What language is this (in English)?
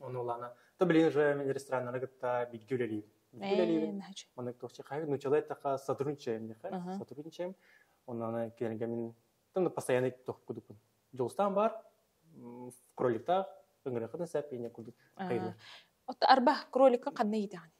Yakut